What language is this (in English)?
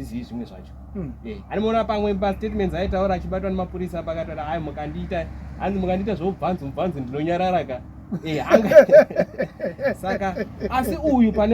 Shona